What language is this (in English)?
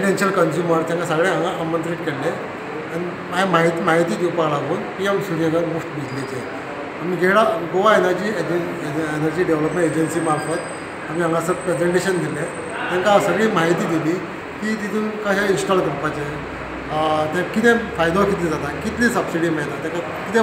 Konkani